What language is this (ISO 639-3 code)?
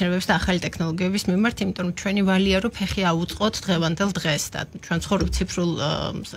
kat